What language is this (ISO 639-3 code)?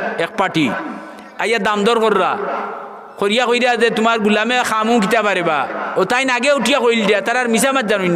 syl